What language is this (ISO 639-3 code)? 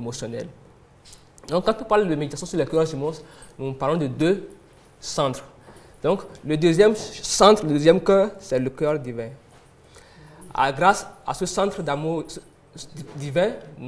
fra